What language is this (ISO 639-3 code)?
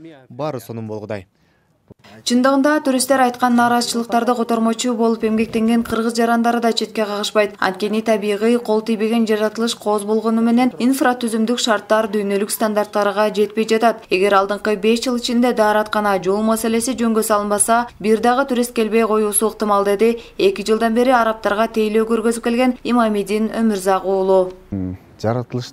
kir